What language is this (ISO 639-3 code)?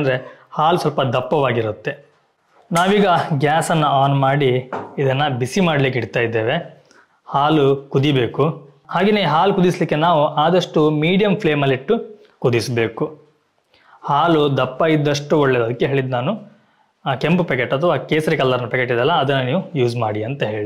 kan